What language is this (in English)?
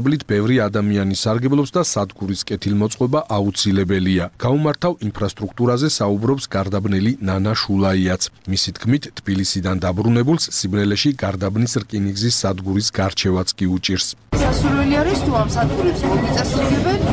Georgian